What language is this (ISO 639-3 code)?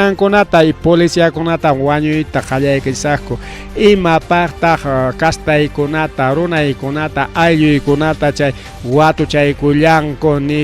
quy